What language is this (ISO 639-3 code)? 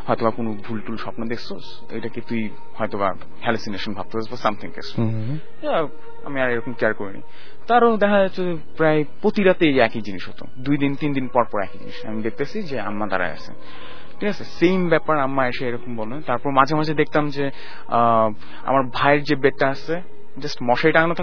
ben